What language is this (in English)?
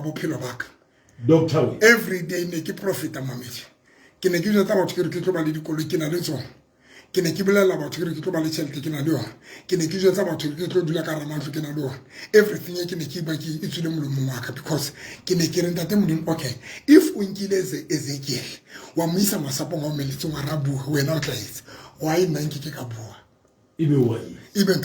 Southern Sotho